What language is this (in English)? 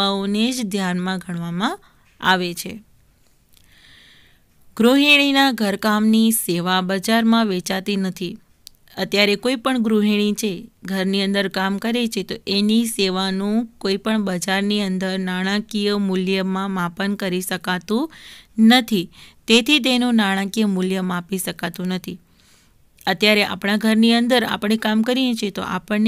Gujarati